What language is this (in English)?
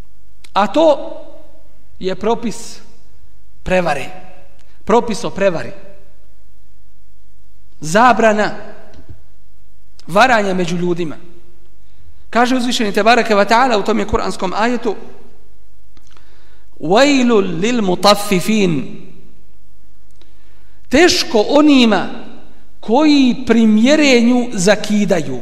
Bosnian